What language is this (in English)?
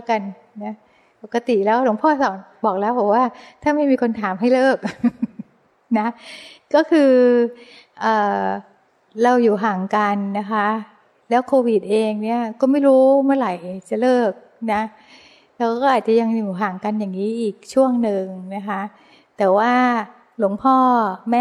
Thai